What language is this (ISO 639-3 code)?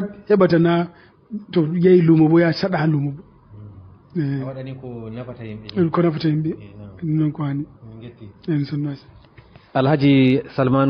ful